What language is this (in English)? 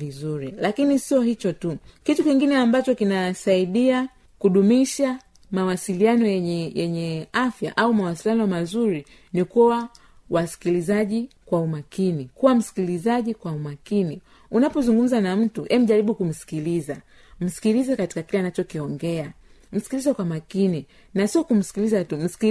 Swahili